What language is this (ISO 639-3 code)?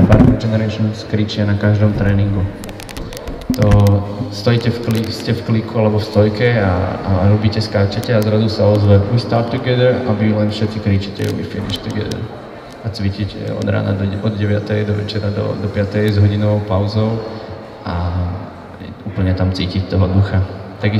slk